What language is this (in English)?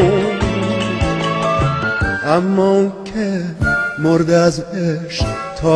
Persian